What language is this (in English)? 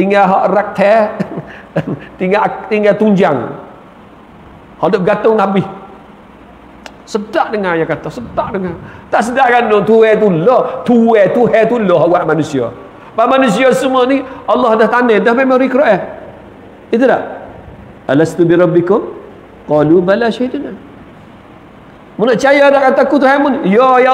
Malay